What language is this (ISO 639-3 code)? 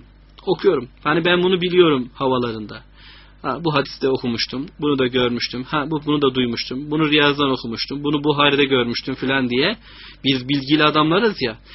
tur